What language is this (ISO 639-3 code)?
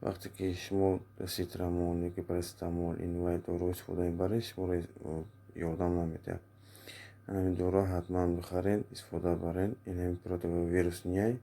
tgk